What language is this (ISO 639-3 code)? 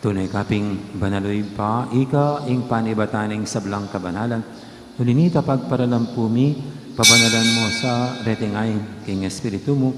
pam